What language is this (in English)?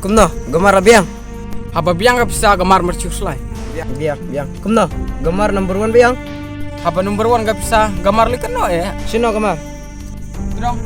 Khasi